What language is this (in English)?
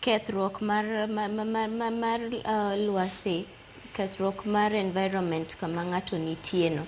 Luo (Kenya and Tanzania)